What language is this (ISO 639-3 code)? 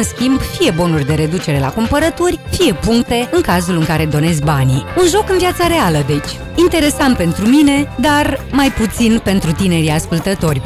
ron